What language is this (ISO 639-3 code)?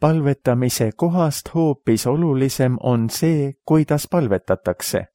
est